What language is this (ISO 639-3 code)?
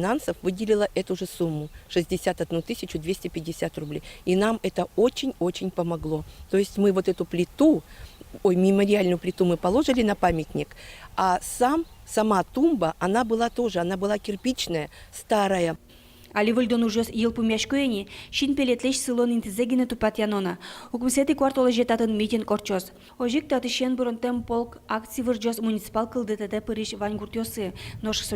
udm